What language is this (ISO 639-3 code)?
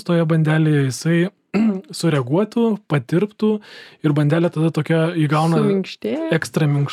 lit